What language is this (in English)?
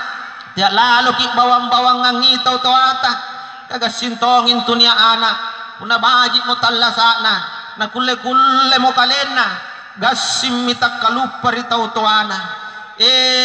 Makasar